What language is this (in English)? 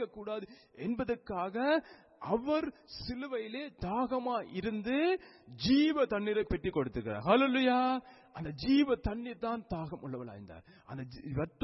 Tamil